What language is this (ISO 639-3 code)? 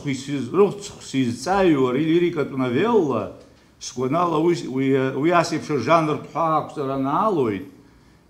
abk